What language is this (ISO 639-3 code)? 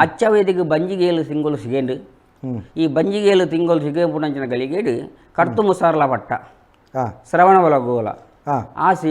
tcy